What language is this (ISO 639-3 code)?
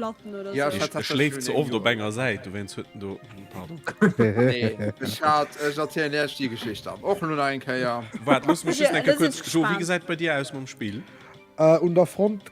ltz